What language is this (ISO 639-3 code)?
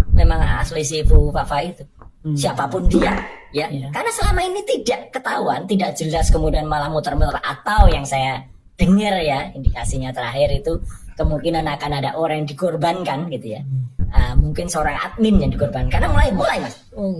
ind